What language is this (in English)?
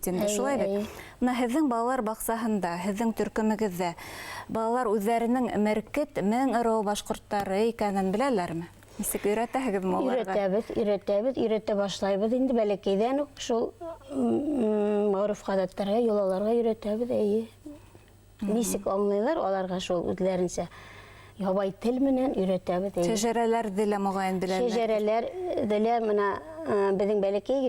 Bashkir